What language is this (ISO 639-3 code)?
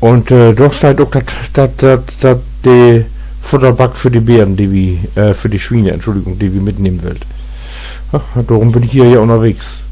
nds